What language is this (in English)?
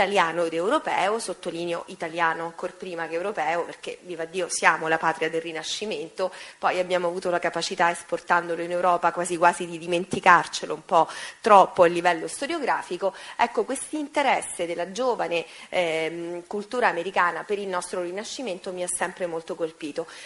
Italian